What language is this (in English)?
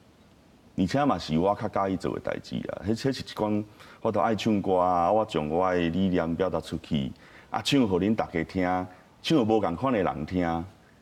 Min Nan Chinese